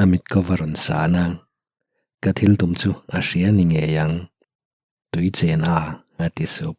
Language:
Mizo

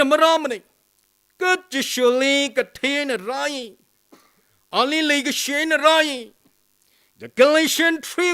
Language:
Tangkhul Naga (India)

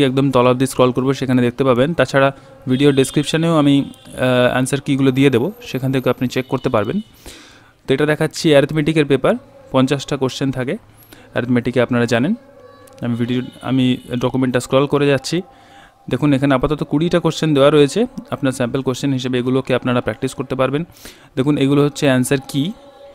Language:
Bangla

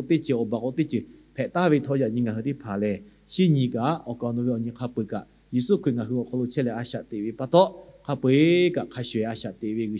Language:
Lahu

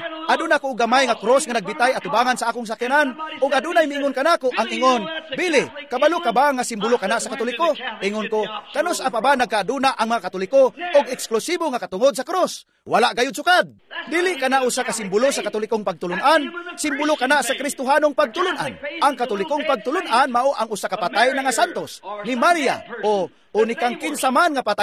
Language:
Cebuano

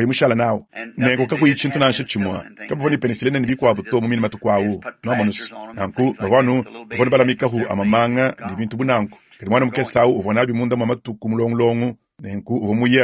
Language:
Luba-Lulua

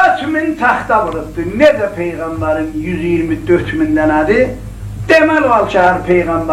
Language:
South Azerbaijani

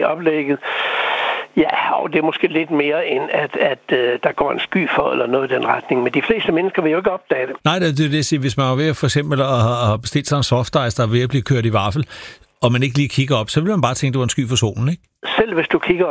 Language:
Danish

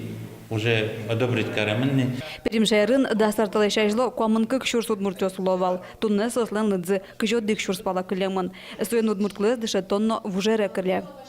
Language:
Udmurt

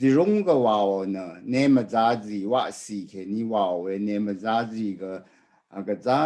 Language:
Rawang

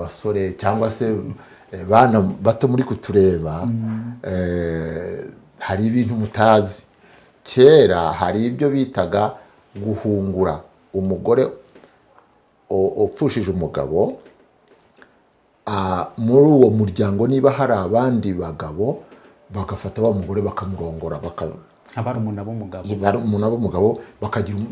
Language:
Kinyarwanda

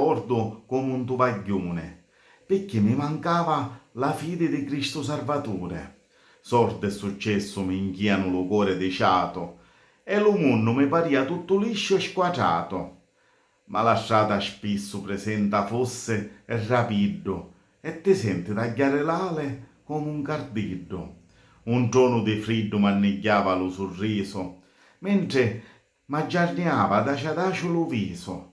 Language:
Sicilian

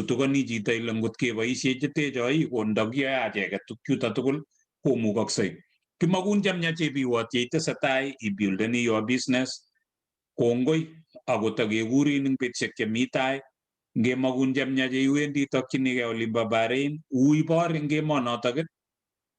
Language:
Kalenjin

